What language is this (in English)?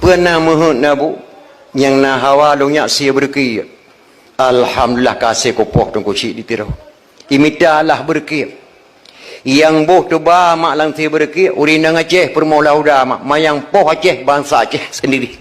Achinese